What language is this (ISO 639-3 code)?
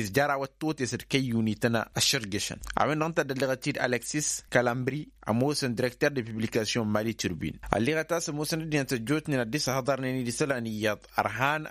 taq